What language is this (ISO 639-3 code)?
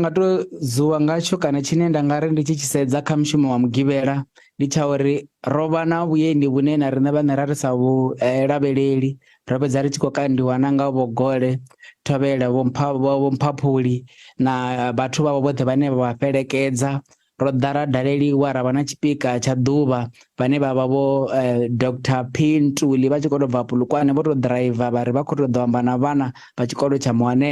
ven